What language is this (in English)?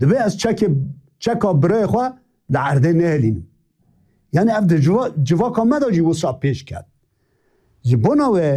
Kurdish